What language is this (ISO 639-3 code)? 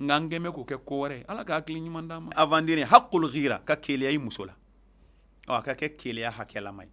bam